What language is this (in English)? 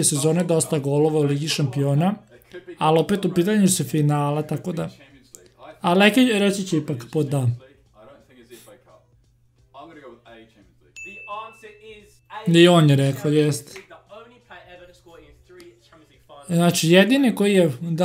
Serbian